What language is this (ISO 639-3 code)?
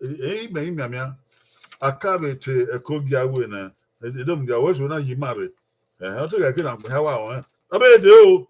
bin